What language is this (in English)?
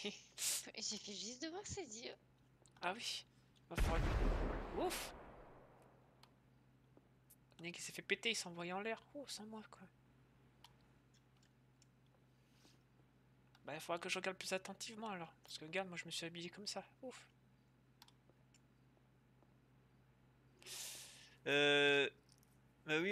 French